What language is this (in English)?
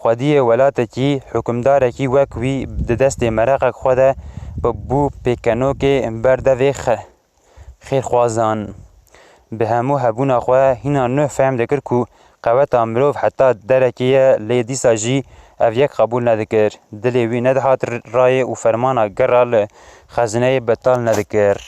Kurdish